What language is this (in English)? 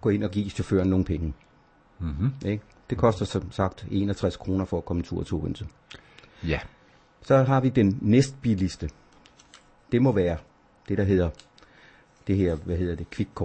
Danish